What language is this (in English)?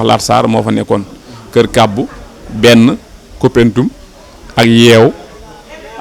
Wolof